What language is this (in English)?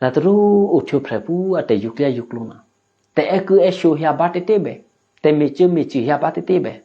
Eastern Kayah